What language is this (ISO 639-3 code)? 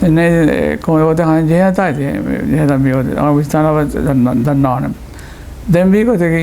div